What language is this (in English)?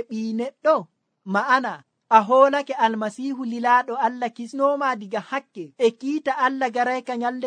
Nigerian Fulfulde